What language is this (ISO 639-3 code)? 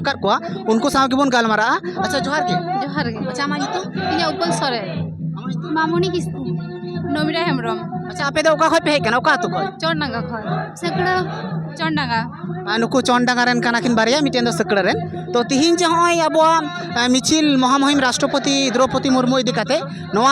sat